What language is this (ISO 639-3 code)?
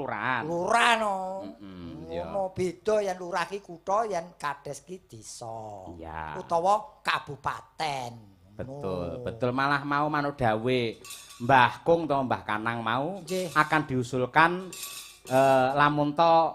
jav